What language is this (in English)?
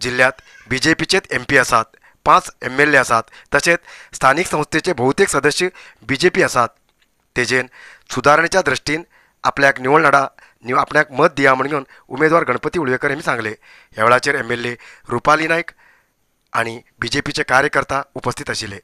Konkani